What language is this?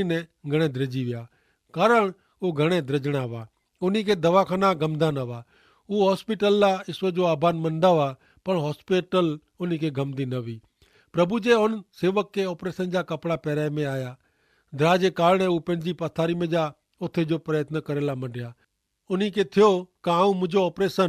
Kachhi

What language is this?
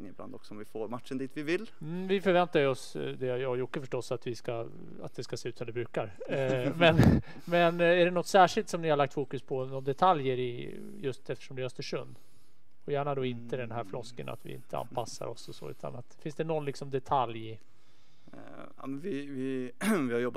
Swedish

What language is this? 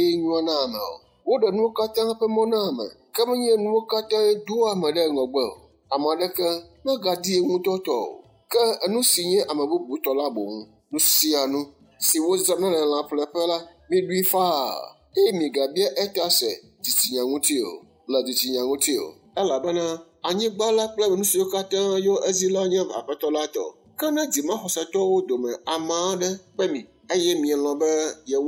Ewe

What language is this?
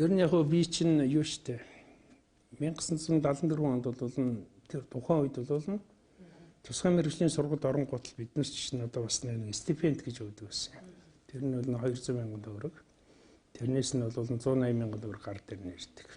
Mongolian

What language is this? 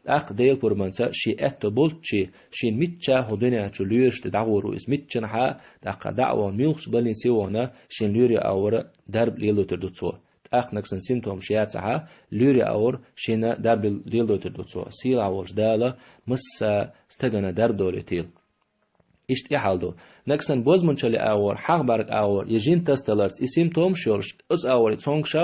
Chechen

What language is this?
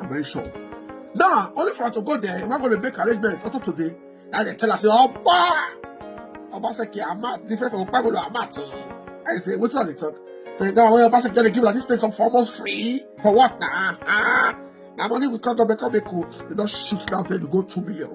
Nigerian Pidgin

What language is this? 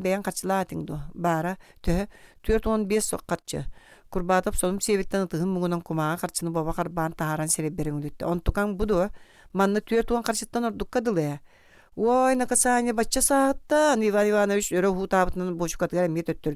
Yakut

